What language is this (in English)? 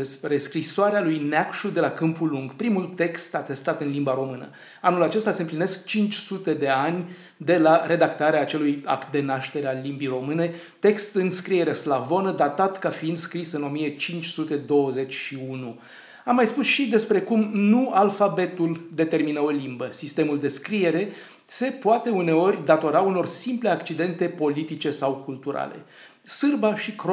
Romanian